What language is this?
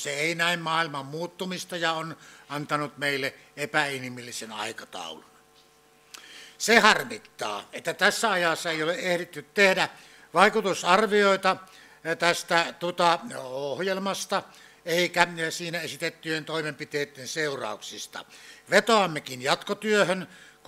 Finnish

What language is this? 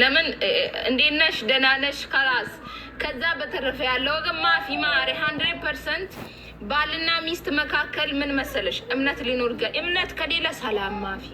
Amharic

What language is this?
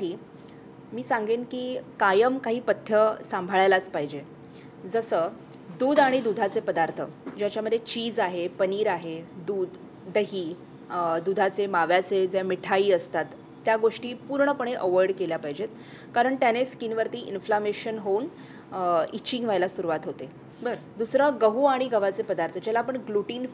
Marathi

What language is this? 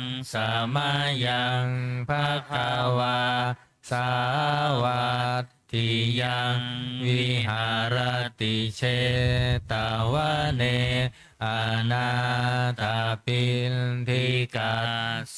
Pali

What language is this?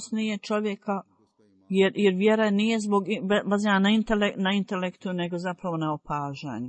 Bosnian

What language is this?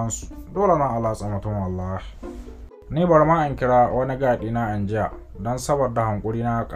Hausa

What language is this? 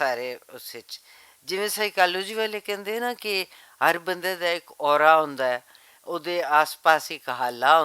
Western Panjabi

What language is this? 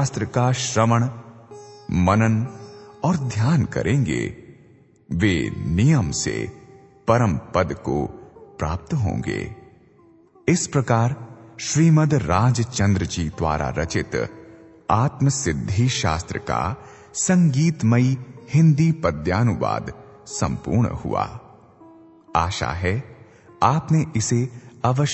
Hindi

